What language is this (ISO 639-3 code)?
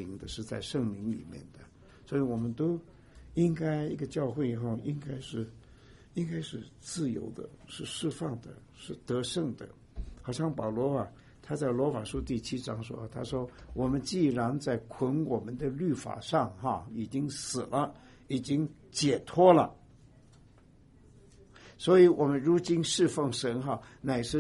zho